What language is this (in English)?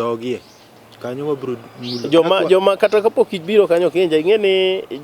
Luo (Kenya and Tanzania)